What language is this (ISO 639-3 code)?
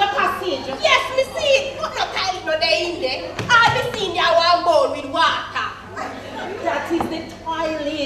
jam